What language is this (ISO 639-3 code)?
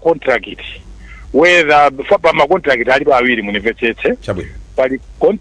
nya